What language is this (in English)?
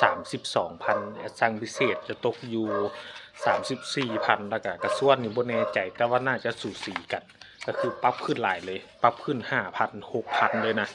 Lao